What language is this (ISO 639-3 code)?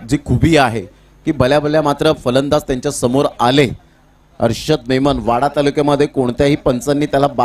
mar